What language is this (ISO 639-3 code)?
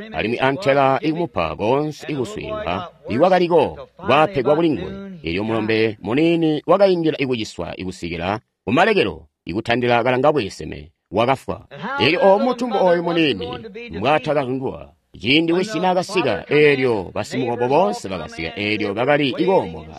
toi